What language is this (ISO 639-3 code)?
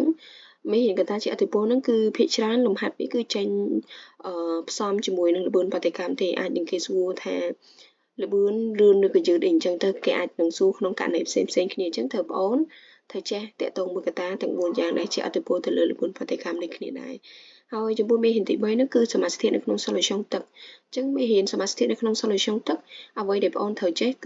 khm